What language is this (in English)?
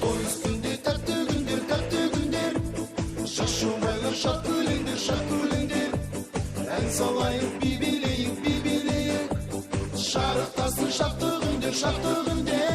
Kara-Kalpak